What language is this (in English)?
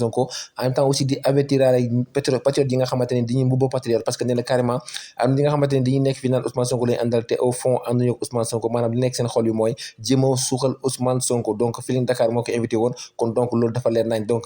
Wolof